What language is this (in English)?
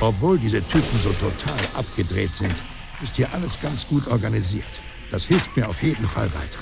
Bavarian